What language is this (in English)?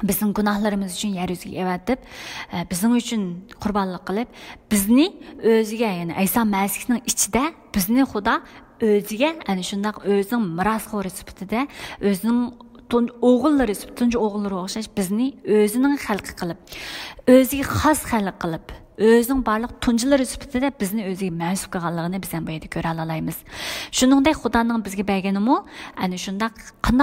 Uyghur